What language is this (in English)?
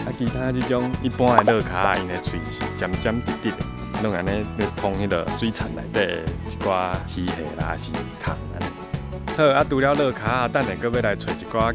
Min Nan Chinese